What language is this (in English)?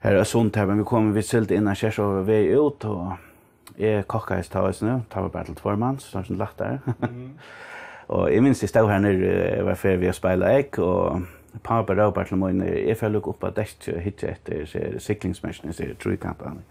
Faroese